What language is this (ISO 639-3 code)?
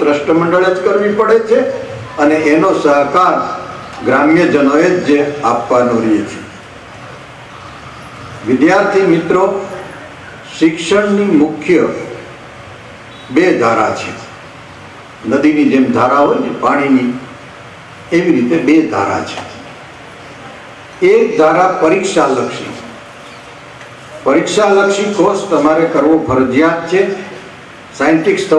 guj